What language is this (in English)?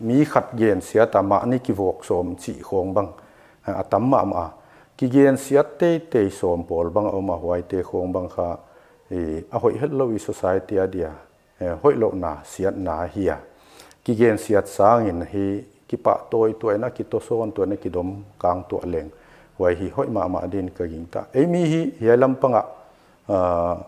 Paite Chin